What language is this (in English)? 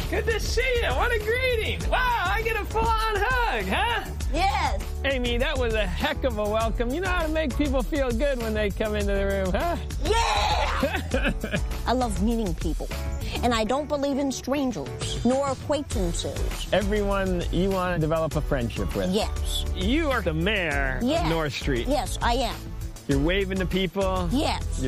English